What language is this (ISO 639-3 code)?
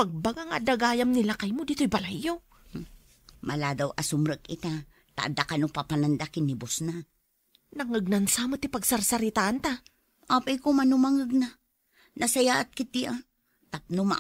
ilo